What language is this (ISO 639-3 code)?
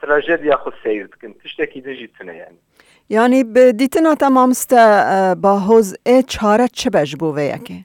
kur